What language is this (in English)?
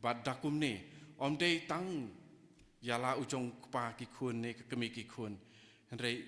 Khasi